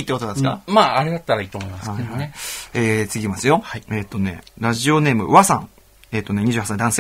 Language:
Japanese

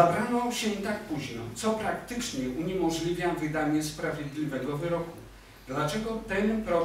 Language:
Polish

